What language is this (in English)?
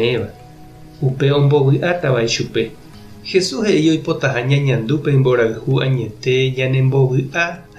Guarani